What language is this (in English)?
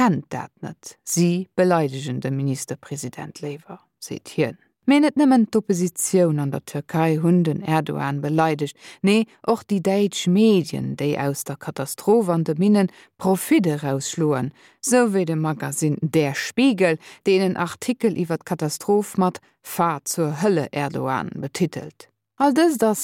Luxembourgish